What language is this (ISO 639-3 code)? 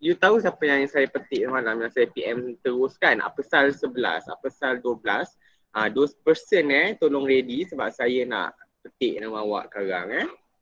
msa